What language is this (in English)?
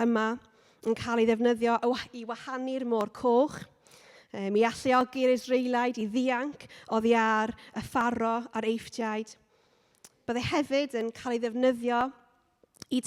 Welsh